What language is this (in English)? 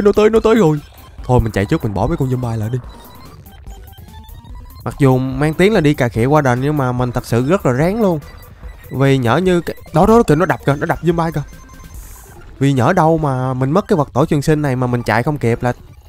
Vietnamese